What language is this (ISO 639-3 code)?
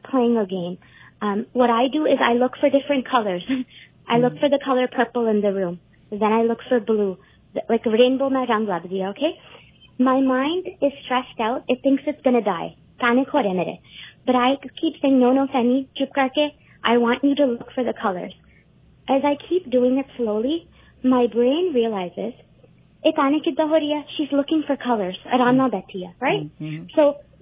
pan